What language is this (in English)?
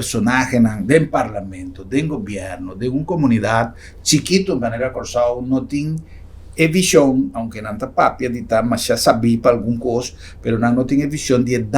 Papiamento